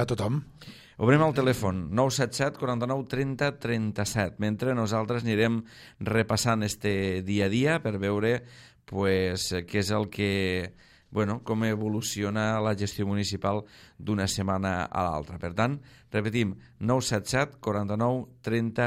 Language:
Catalan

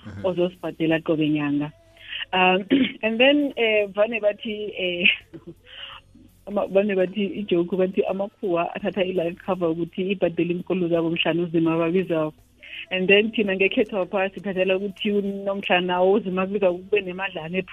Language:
South Ndebele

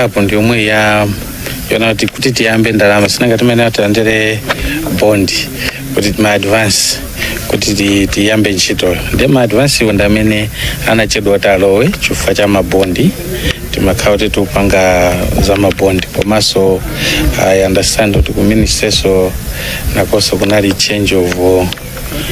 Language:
Nyanja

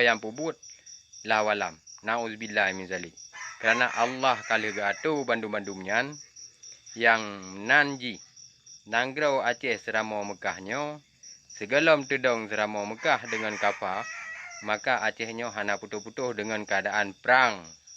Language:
Achinese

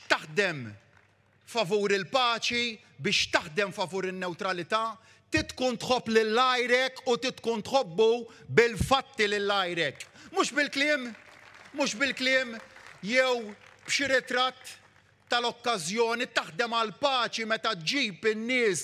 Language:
Maltese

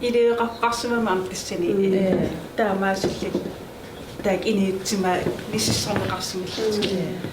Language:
Kalaallisut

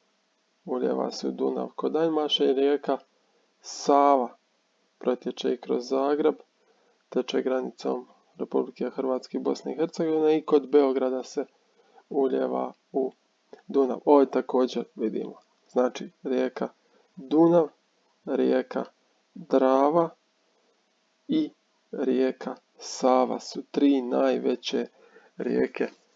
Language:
Croatian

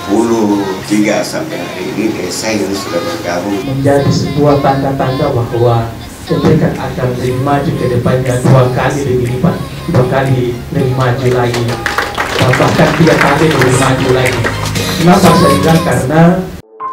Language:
Indonesian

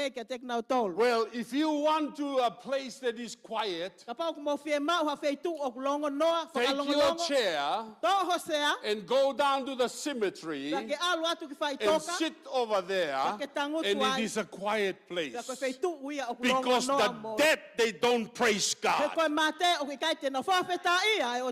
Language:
Tongan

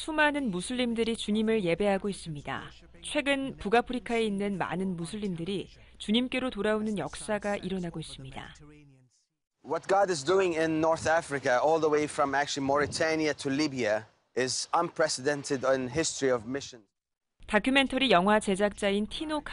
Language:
Korean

